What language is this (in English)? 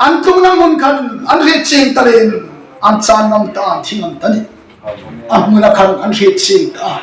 Hmar